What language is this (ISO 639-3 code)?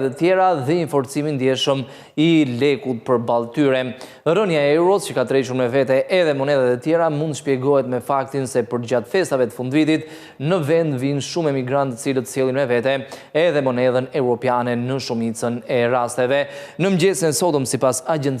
sqi